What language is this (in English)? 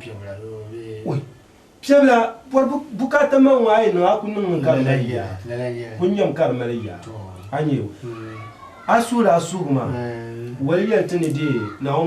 Dagbani